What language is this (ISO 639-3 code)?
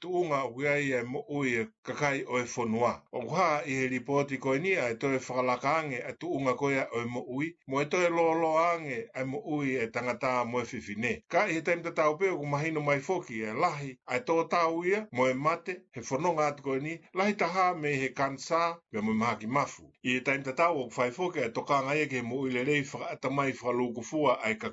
ton